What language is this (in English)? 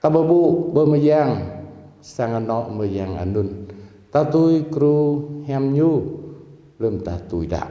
Jarai